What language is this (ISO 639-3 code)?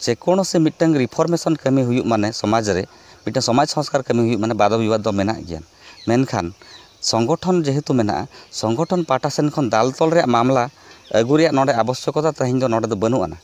sat